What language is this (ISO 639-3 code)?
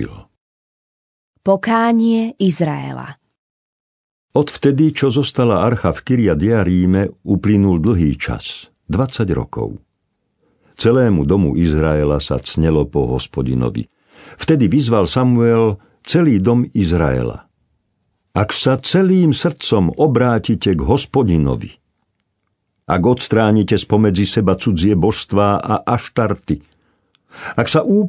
slk